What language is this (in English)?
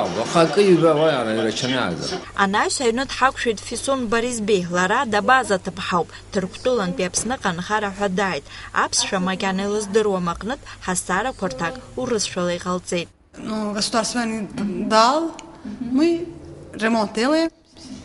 Abkhazian